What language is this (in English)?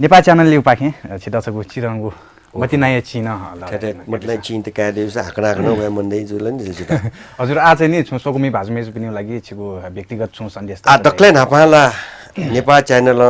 Newari